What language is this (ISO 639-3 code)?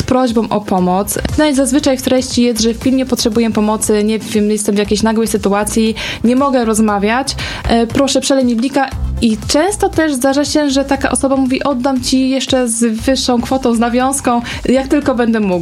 pol